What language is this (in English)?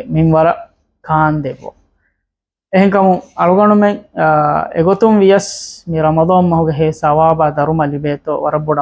Divehi